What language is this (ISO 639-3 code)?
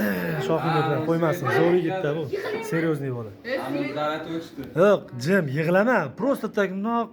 uzb